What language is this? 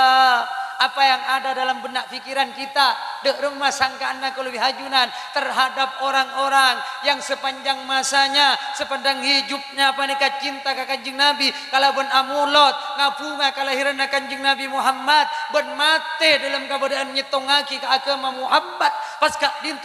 Madurese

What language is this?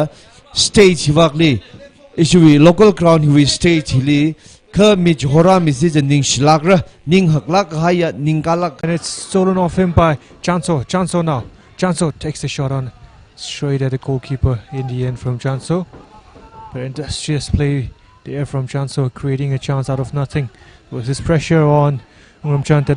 Tangkhul Naga (India)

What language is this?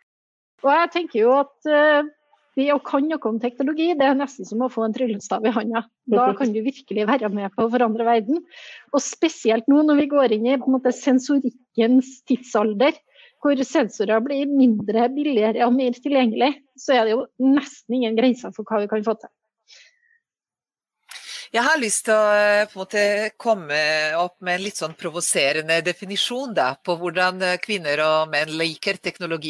Norwegian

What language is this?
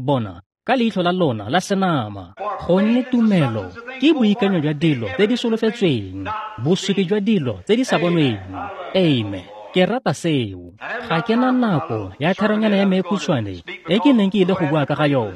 Tswana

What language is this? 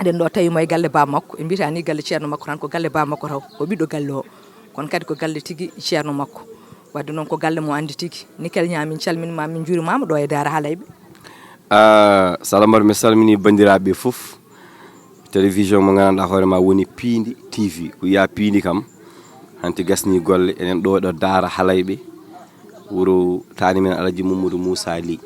Fula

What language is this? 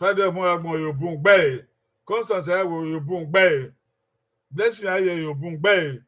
Bini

